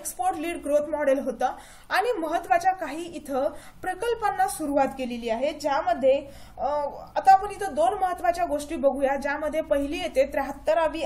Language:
Marathi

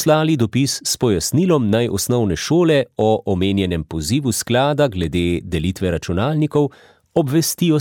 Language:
Slovenian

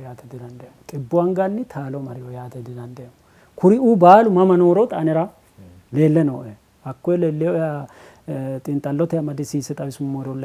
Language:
Sidamo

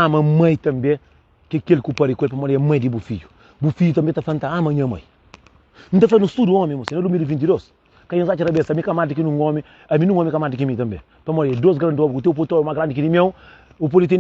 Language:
Kabuverdianu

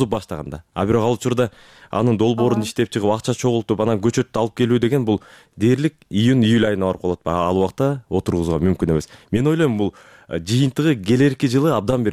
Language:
Kyrgyz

